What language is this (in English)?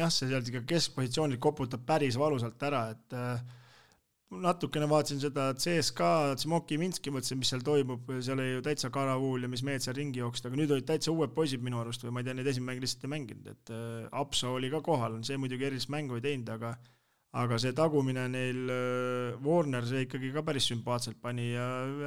Estonian